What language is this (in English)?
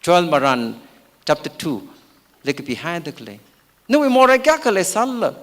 Tangkhul Naga (India)